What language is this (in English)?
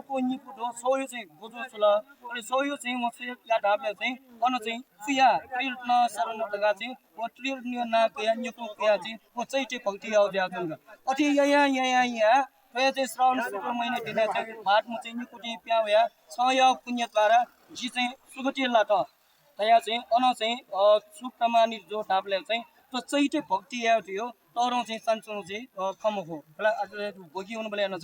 Newari